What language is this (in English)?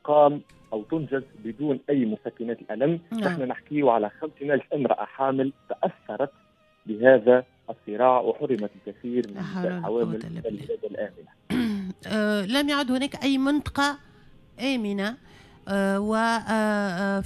Tunisian Arabic